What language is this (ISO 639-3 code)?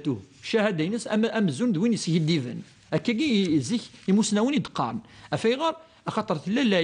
kab